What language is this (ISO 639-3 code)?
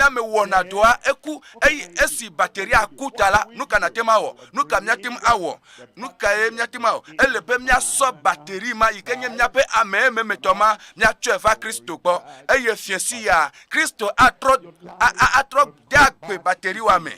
ewe